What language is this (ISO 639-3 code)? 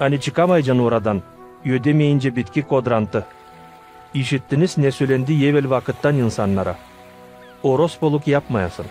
gag